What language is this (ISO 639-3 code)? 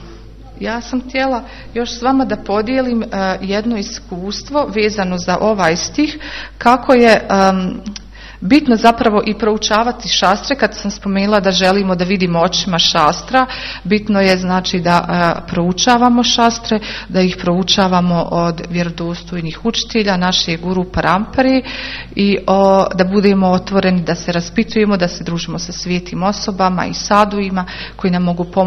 hrv